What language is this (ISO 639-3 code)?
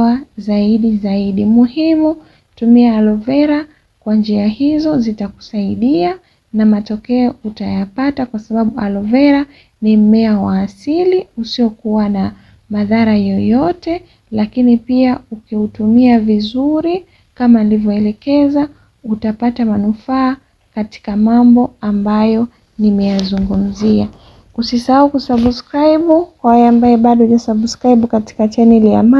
swa